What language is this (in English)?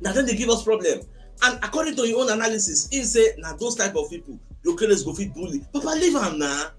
Nigerian Pidgin